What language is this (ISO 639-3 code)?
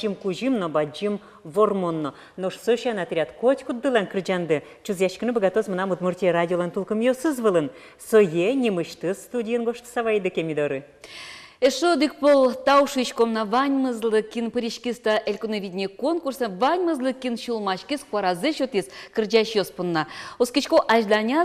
udm